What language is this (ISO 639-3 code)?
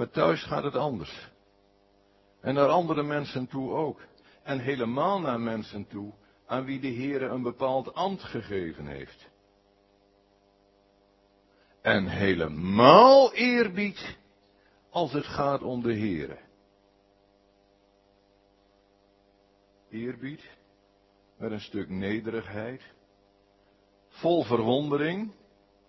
nld